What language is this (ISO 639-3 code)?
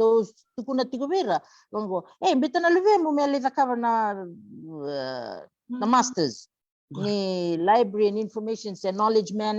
fij